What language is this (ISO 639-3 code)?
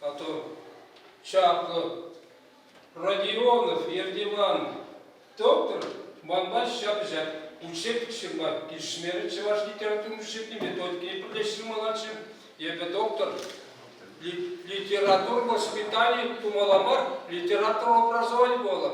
chv